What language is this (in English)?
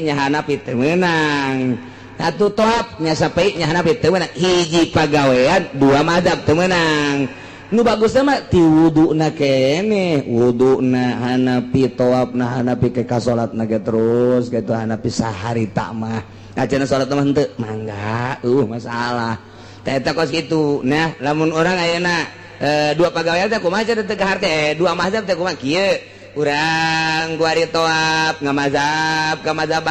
Sundanese